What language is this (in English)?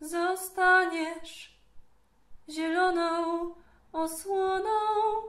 Silesian